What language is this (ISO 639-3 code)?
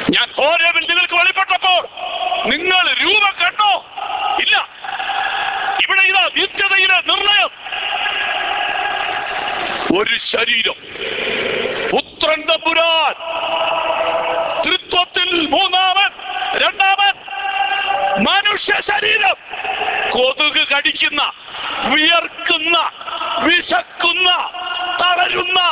mal